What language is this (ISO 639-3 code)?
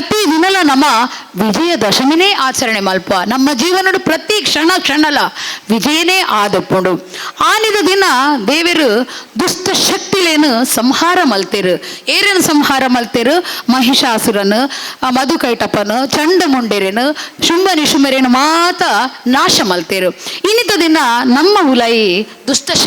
tcy